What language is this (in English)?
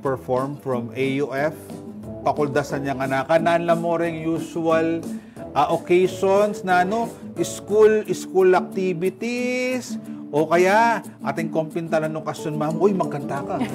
Pampanga